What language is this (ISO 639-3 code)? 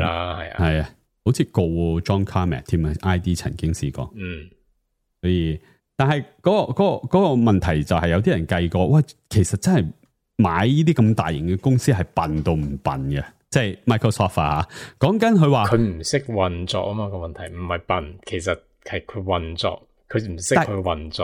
yue